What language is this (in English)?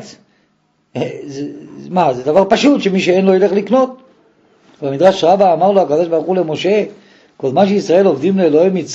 Hebrew